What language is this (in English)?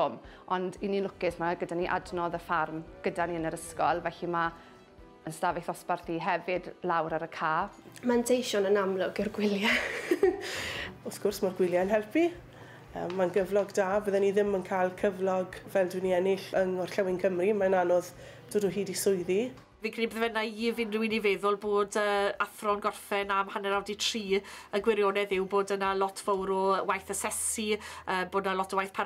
Welsh